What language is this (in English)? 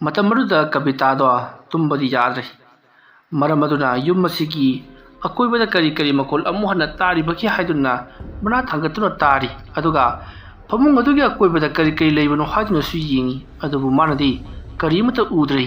Manipuri